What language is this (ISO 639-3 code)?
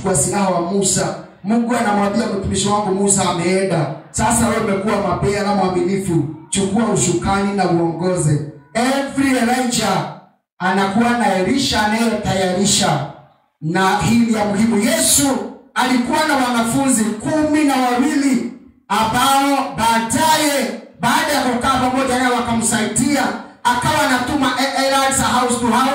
swa